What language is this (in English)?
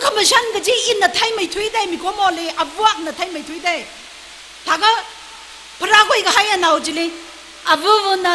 Tangkhul Naga (India)